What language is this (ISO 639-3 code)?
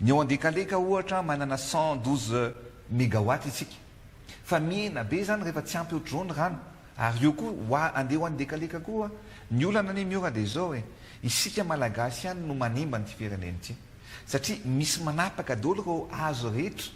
mlg